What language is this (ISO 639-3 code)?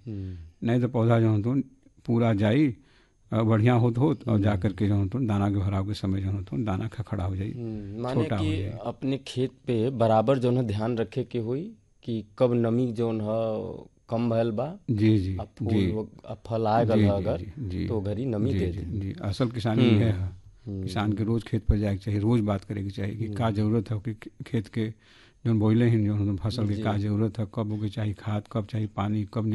bho